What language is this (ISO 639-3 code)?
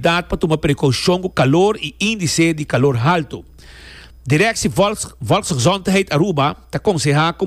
pap